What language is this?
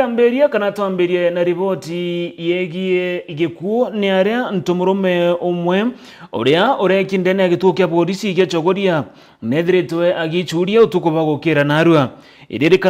Meru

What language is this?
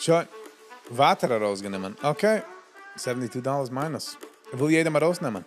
Yiddish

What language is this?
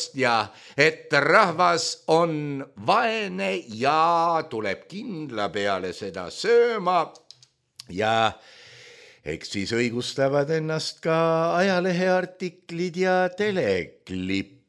Estonian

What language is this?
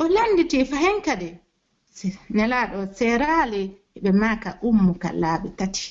Pular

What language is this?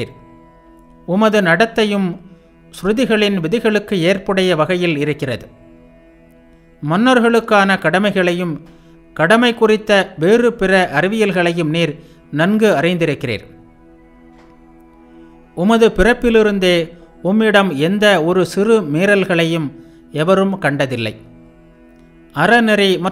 Tamil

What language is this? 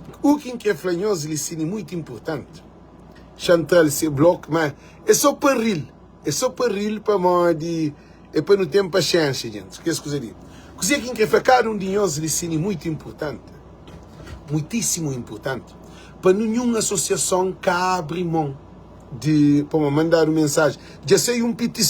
Kabuverdianu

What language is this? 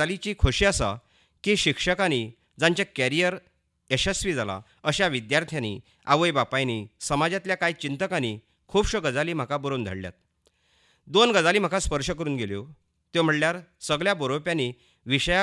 Konkani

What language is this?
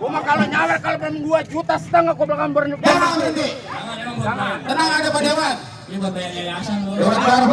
Betawi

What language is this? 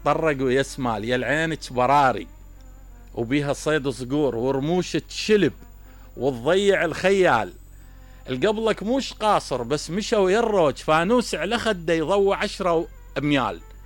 Mesopotamian Arabic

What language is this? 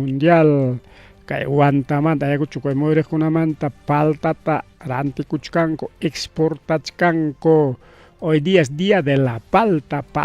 Ayacucho Quechua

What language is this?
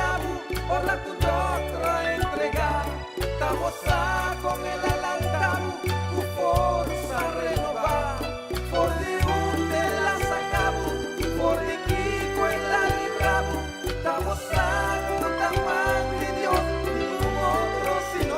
Papiamento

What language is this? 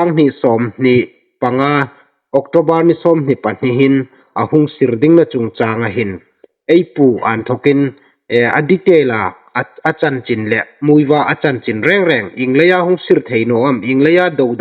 Hmar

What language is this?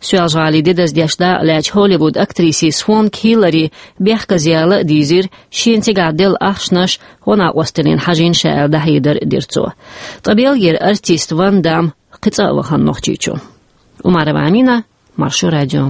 Chechen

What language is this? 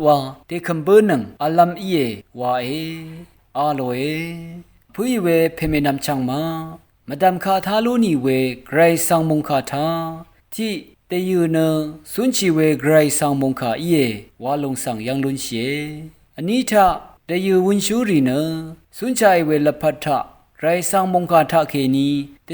Rawang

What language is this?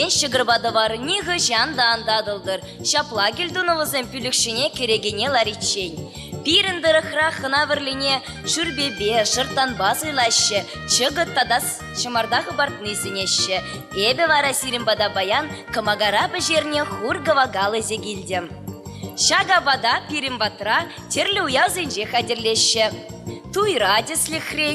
Chuvash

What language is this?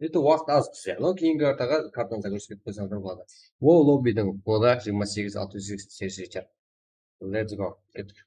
Kara-Kalpak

